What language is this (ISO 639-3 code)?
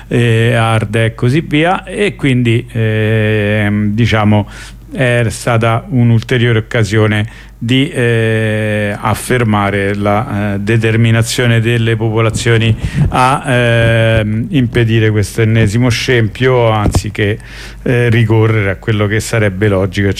ita